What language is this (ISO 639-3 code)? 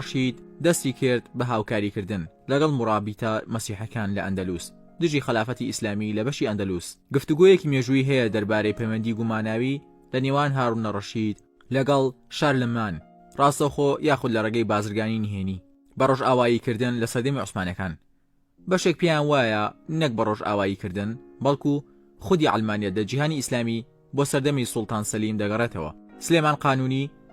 ckb